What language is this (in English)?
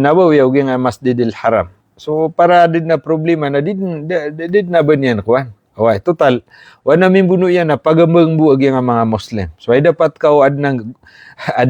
Maranao